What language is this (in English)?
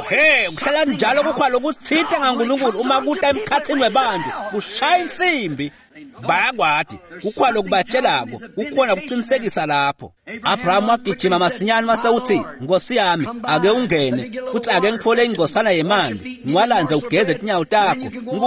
Swati